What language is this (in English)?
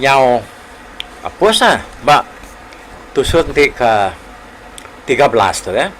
Iban